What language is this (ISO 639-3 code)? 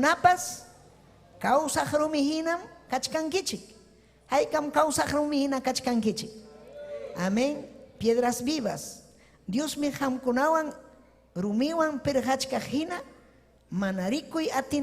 quy